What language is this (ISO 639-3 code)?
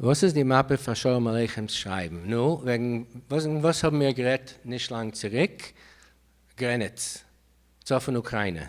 yid